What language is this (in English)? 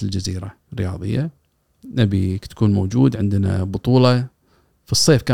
Gulf Arabic